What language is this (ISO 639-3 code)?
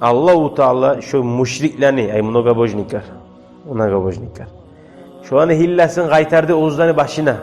kum